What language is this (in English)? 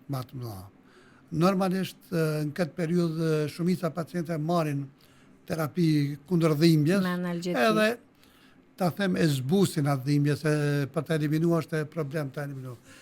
Albanian